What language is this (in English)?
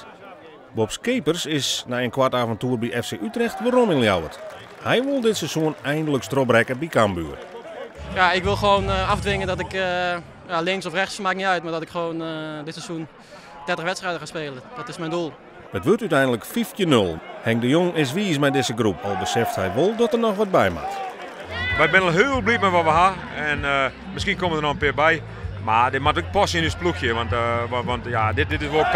Western Frisian